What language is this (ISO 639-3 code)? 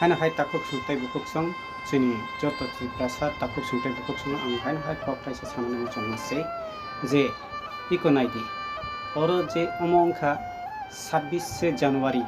trp